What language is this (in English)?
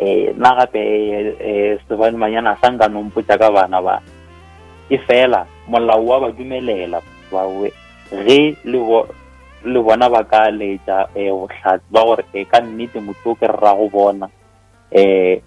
Northern Sotho